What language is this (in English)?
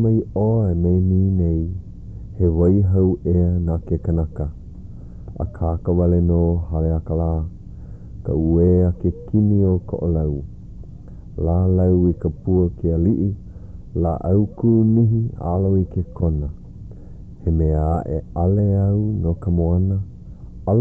Hawaiian